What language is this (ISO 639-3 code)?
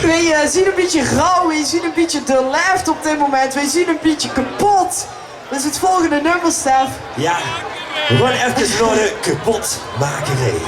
lim